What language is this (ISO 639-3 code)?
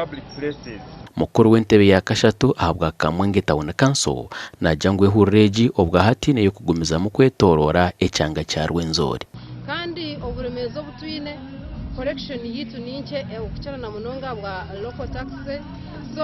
nyn